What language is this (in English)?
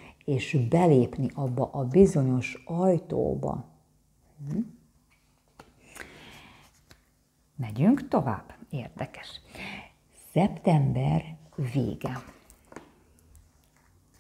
Hungarian